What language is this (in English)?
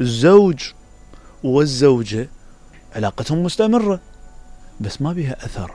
Mesopotamian Arabic